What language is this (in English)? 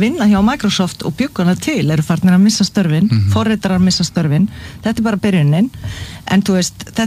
Icelandic